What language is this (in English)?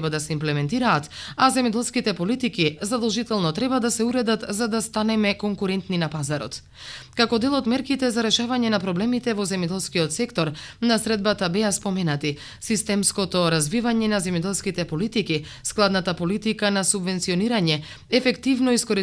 Macedonian